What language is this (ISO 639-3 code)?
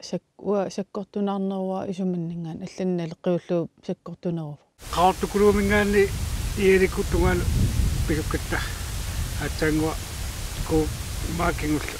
kal